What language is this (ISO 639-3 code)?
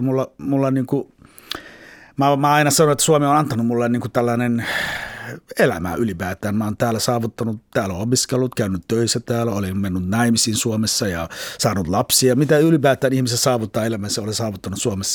fin